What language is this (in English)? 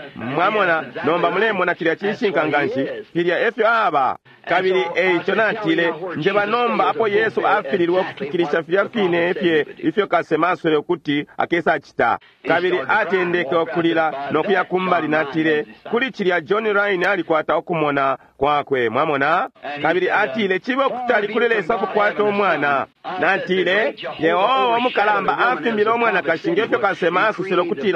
Bemba